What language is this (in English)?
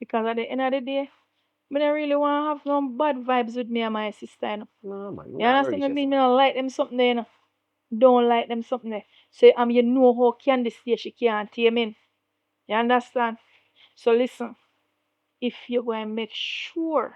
Jamaican Creole English